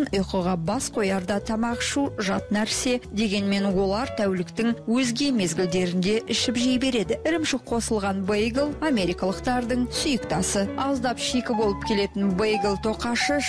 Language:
Kazakh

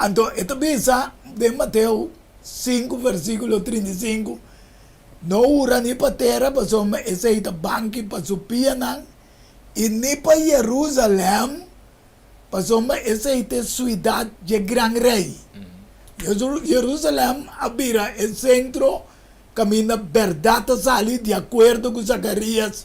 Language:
Papiamento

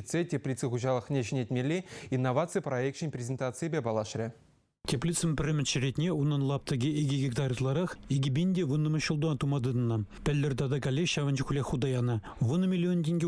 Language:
Chuvash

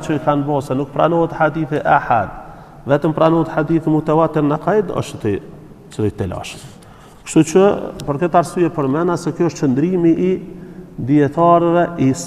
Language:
Albanian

